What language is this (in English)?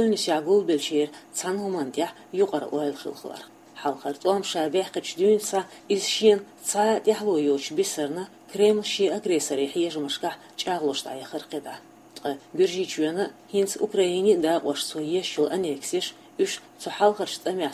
Chechen